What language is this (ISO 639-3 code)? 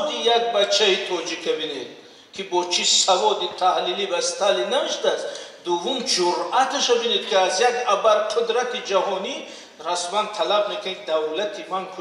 tgk